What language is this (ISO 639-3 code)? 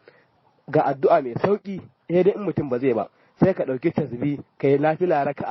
hau